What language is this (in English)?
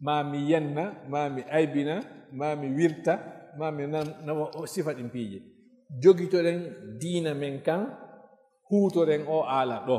Fula